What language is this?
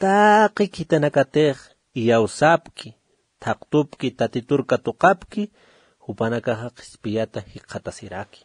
Aymara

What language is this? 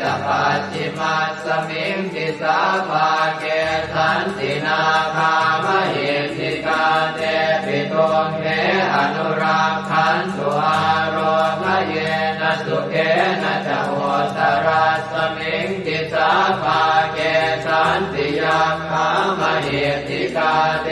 Pali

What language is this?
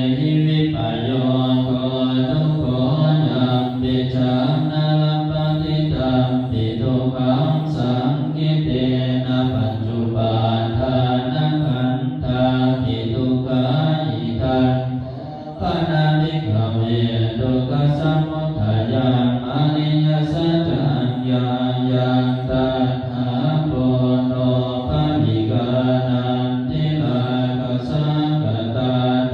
Pali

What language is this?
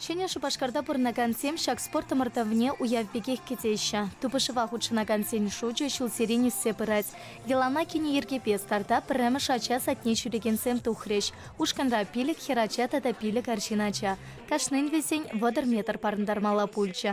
Chuvash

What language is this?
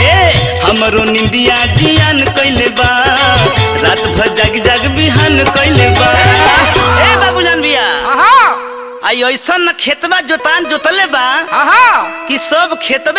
Bhojpuri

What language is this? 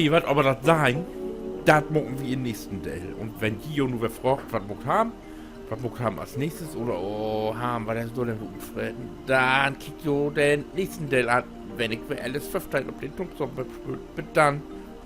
Low German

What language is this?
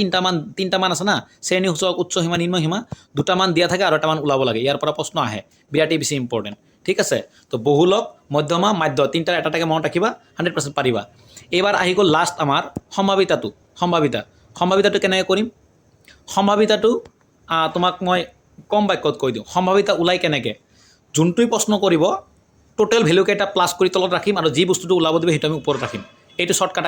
Assamese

